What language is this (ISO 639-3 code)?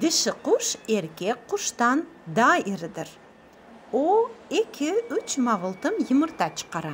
crh